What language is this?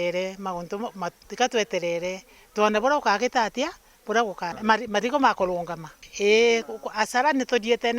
Meru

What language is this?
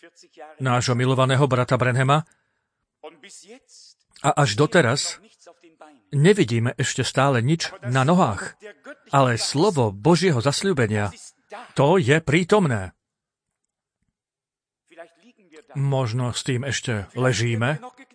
Slovak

